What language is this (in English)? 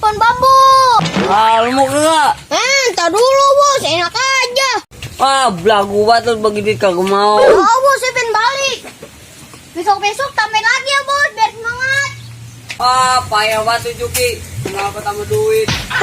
Betawi